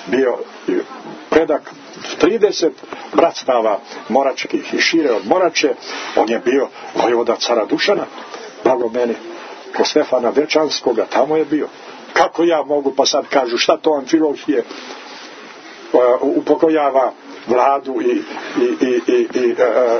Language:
Serbian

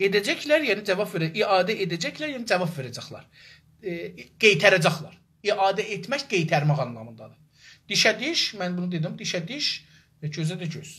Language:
South Azerbaijani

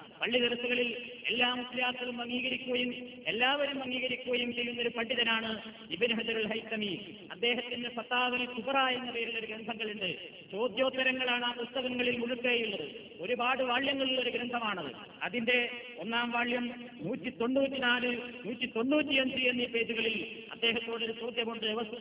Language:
Malayalam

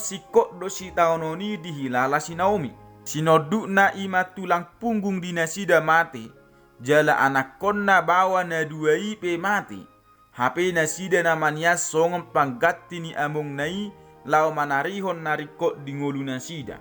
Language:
Batak Toba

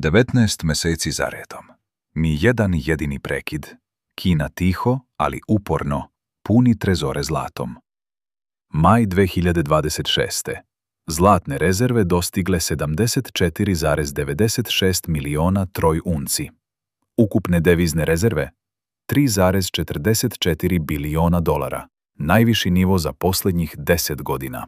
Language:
Serbian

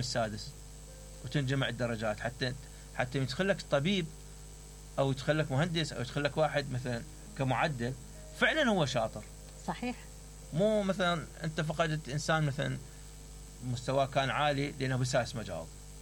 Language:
Mesopotamian Arabic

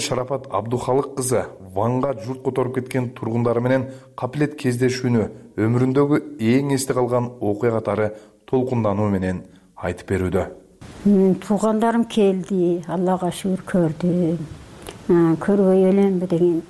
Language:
Kyrgyz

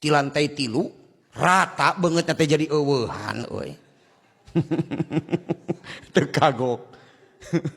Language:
Sundanese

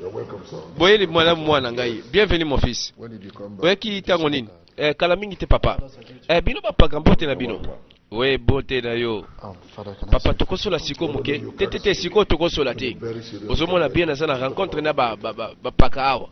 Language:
Lingala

